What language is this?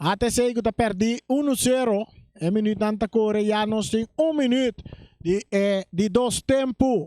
Papiamento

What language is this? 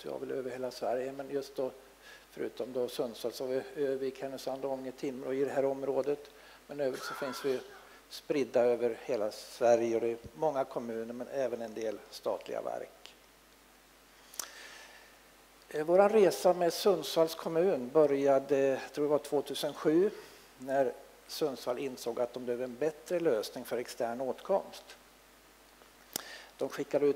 Swedish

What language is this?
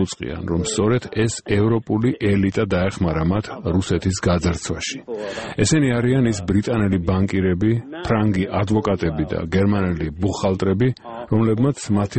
Georgian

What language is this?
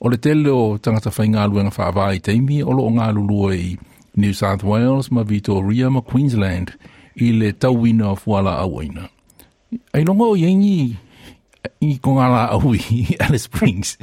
Samoan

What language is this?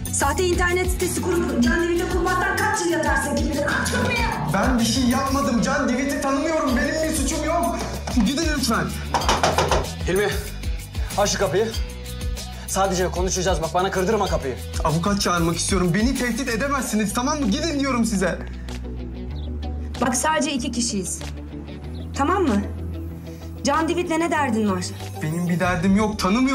Turkish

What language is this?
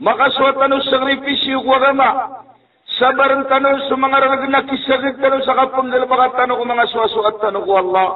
Maranao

